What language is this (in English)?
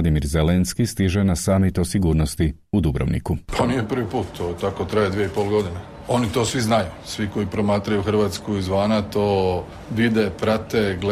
Croatian